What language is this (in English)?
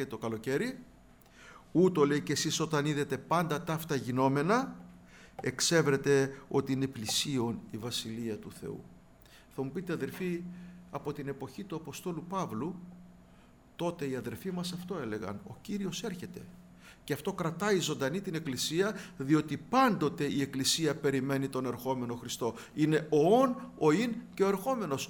Greek